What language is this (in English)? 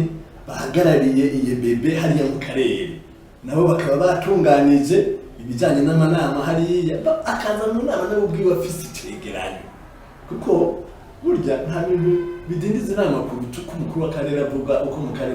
Rundi